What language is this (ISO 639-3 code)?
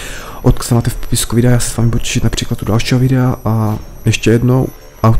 ces